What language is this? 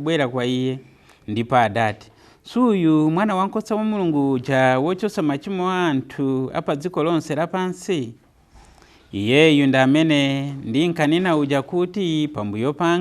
Nyanja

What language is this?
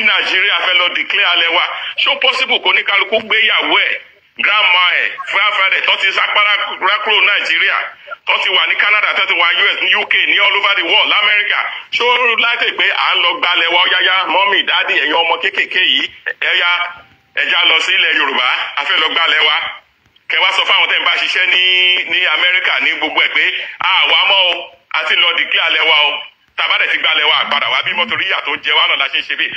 Yoruba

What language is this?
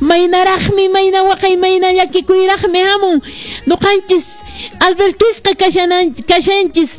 Quechua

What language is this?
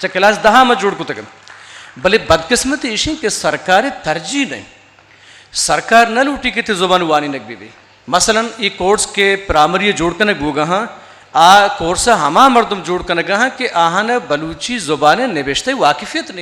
Eastern Balochi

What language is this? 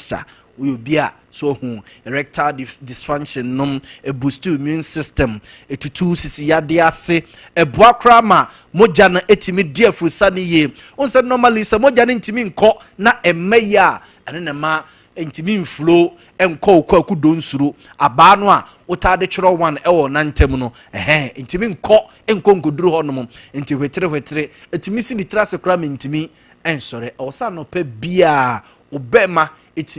Akan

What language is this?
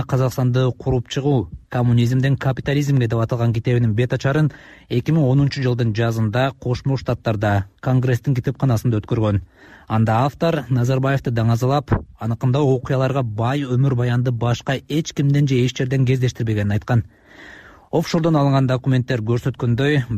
Kyrgyz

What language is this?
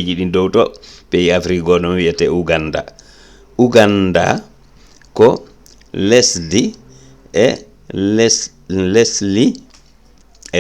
Fula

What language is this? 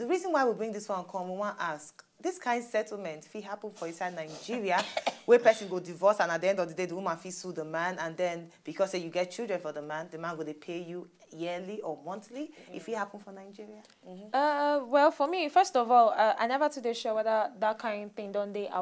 Nigerian Pidgin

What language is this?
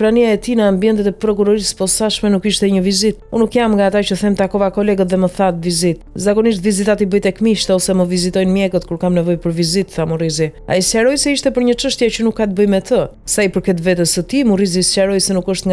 Albanian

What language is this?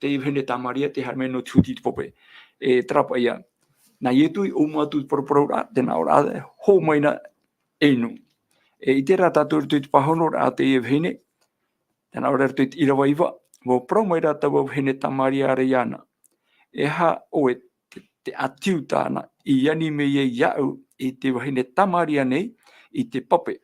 Tahitian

